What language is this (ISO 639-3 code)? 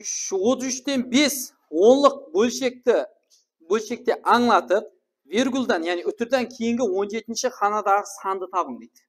kaa